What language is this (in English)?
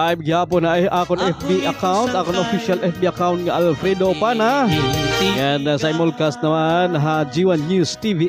Waray